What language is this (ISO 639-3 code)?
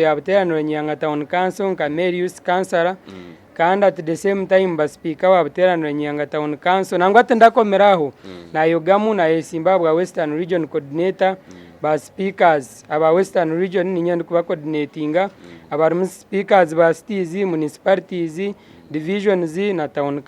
nyn